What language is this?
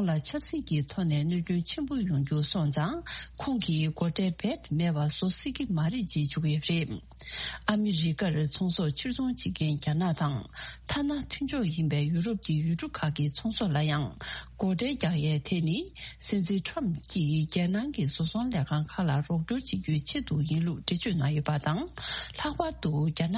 Tibetan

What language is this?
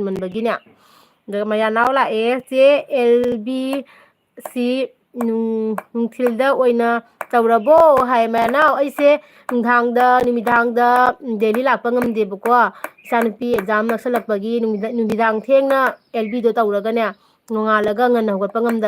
Manipuri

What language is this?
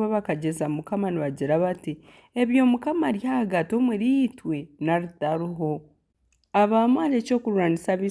Nyankole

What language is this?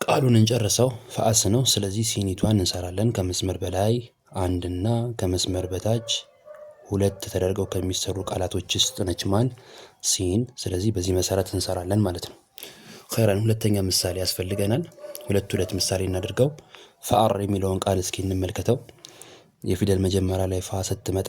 Amharic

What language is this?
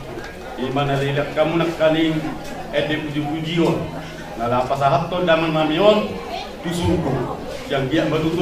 Batak Toba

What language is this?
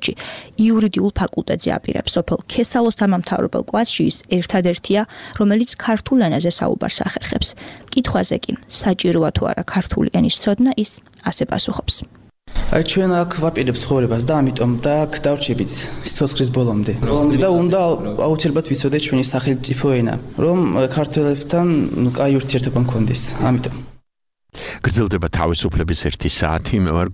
Georgian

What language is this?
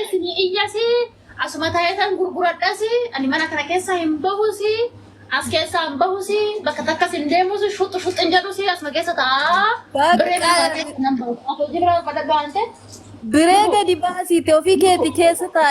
Oromo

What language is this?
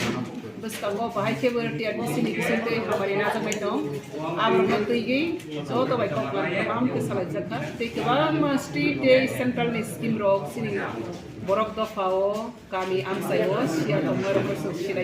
Riang (India)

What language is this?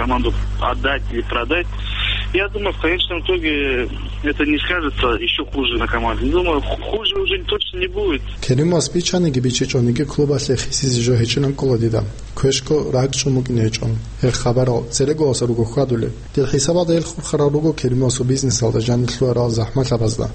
Avaric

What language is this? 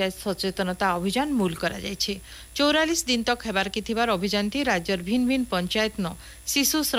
Odia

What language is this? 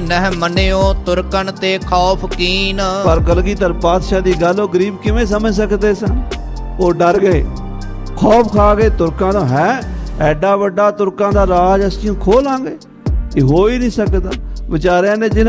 Punjabi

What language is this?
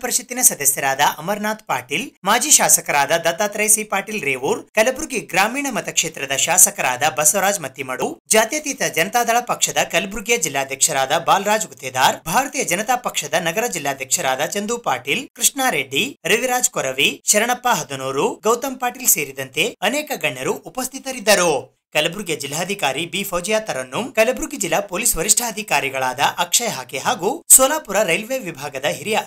Kannada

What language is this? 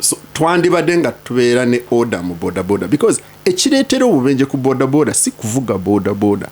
Ganda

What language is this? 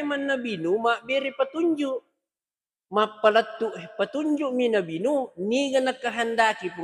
Buginese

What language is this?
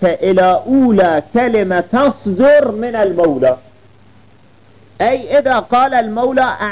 Arabic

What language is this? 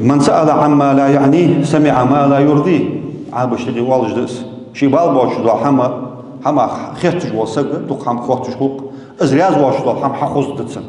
Ingush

